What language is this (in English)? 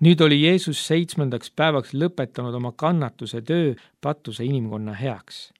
Estonian